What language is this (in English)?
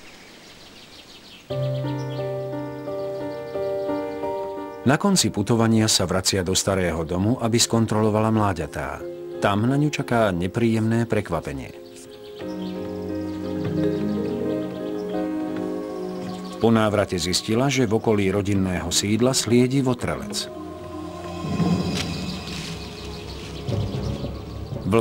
Slovak